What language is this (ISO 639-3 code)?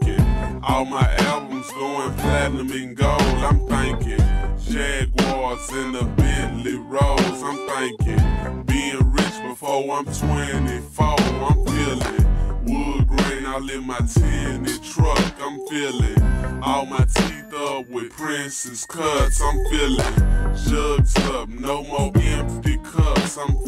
eng